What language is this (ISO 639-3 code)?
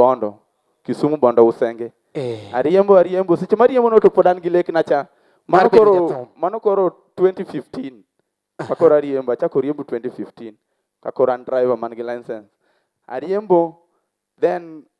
luo